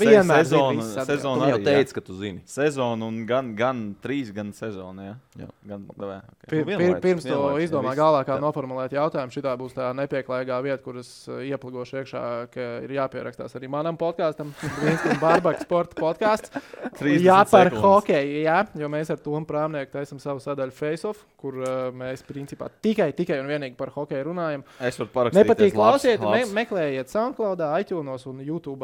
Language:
Latvian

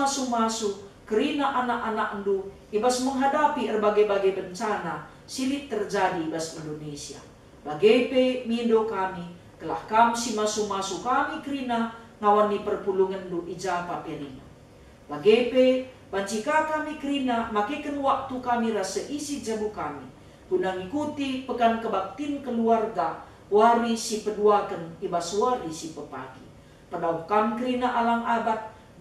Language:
Batak Karo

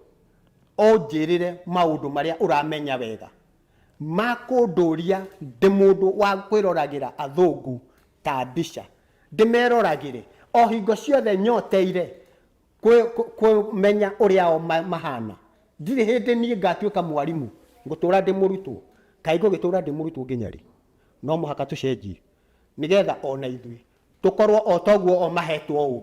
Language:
Kikuyu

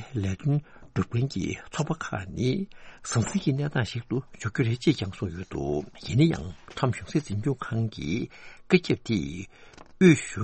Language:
Tibetan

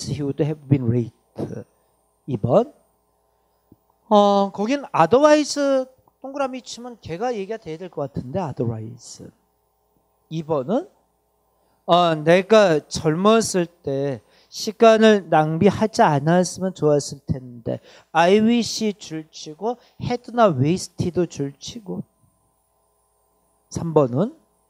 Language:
Korean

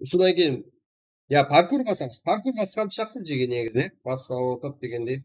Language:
Kara-Kalpak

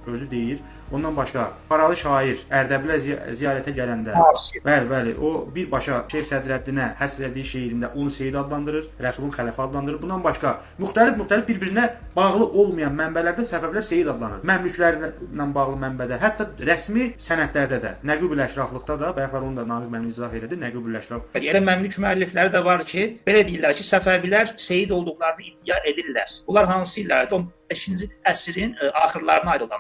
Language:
Azerbaijani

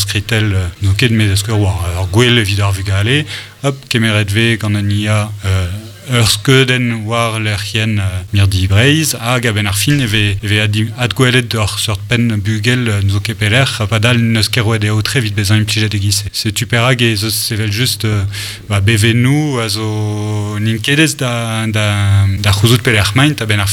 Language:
Breton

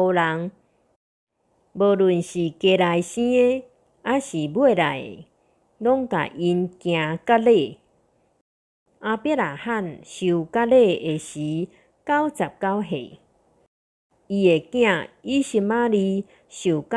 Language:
Min Nan Chinese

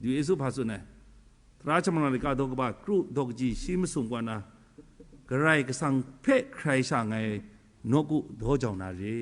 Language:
Kachin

